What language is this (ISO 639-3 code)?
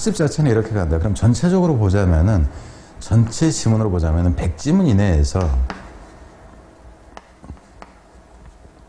kor